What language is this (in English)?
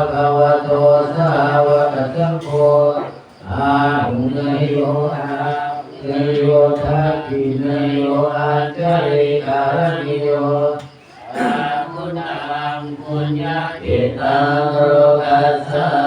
Pali